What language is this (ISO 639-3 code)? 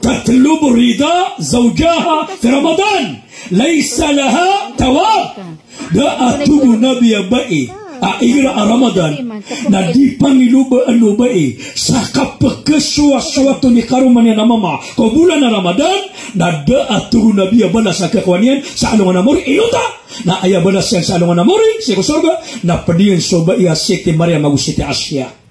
mrw